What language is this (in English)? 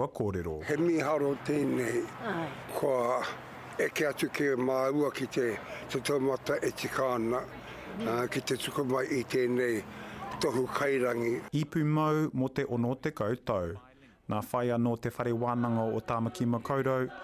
Māori